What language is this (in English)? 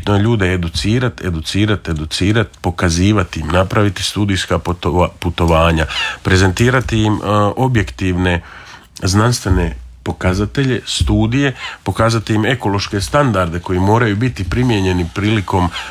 Croatian